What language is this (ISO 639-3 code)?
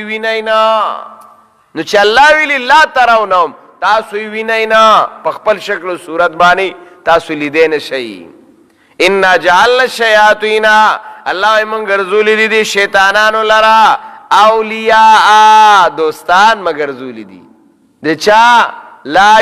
pus